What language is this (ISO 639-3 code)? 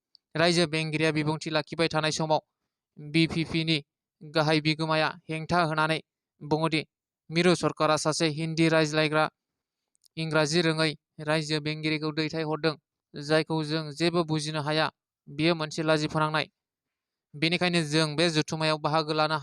brx